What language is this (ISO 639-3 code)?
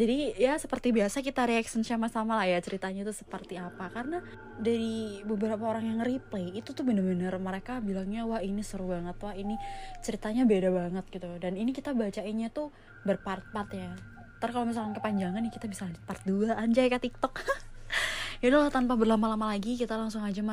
ind